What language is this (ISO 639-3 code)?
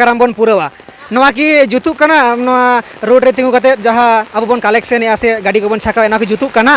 sat